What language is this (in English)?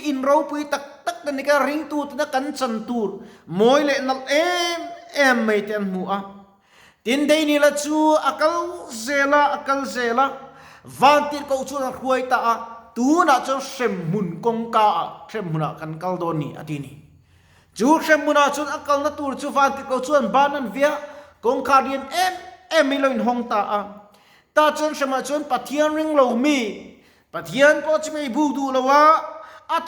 Mizo